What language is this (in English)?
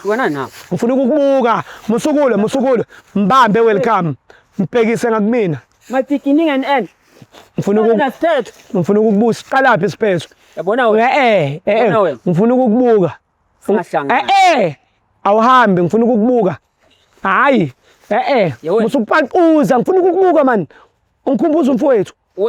Zulu